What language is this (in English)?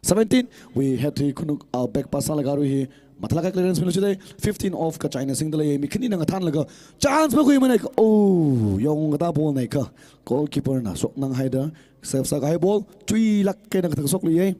Tangkhul Naga (India)